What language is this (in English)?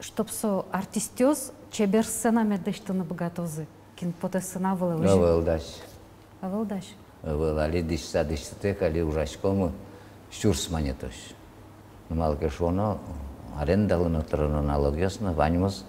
Udmurt